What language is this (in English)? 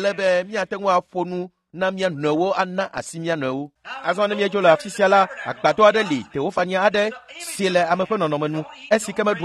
Ewe